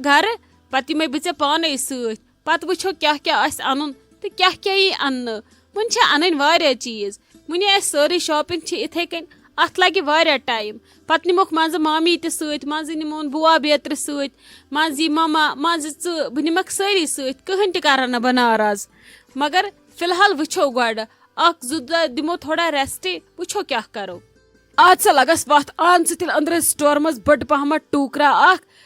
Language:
Kashmiri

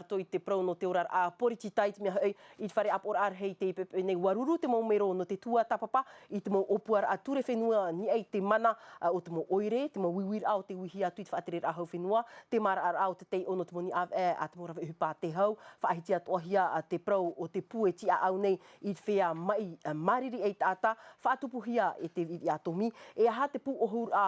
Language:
Tahitian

